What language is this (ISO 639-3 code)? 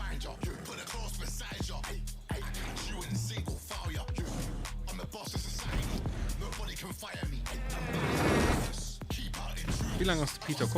ltz